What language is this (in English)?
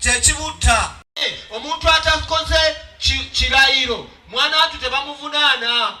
Ganda